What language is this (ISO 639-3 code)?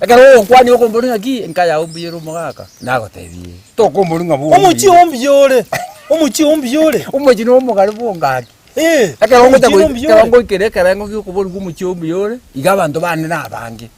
guz